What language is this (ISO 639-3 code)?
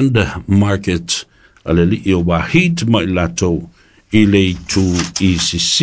smo